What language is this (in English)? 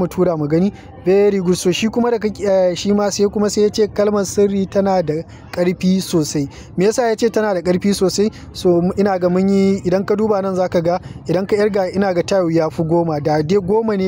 Hausa